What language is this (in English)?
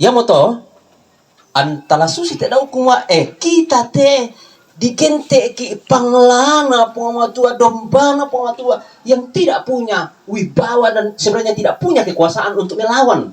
Toraja-Sa'dan